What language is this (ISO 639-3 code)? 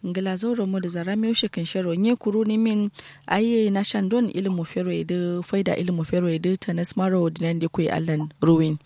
kau